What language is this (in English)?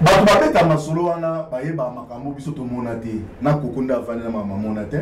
Lingala